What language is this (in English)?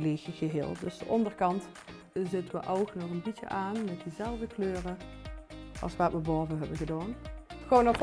Limburgish